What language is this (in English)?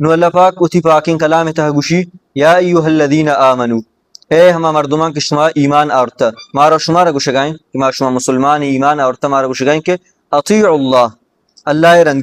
Baluchi